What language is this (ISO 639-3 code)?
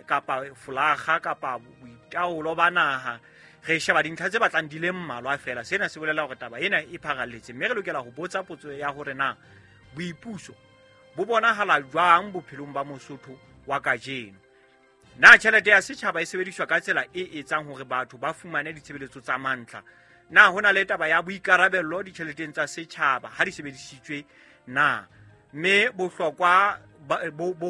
sot